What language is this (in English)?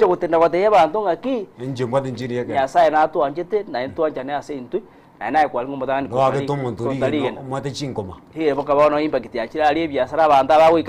Gusii